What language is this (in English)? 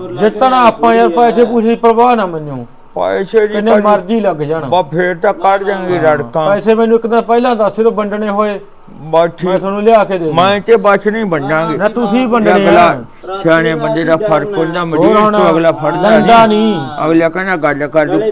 Punjabi